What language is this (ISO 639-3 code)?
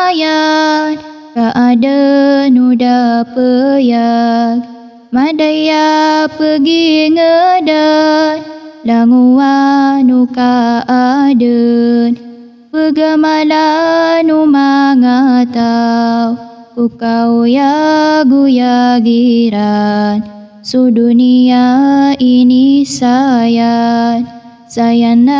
mrw